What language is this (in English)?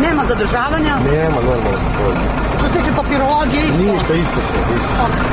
Serbian